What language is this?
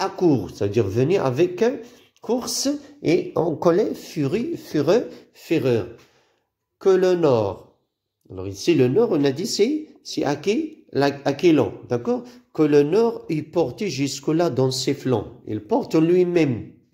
French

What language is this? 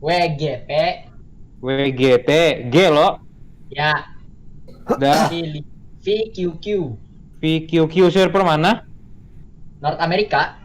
Banjar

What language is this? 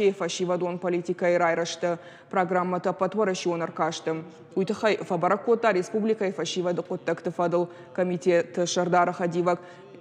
Ossetic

